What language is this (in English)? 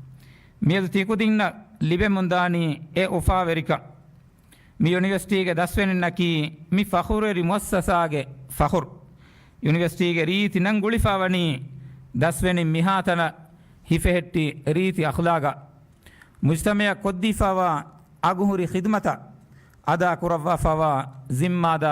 Divehi